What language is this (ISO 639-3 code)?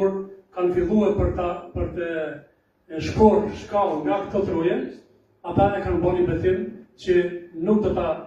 sqi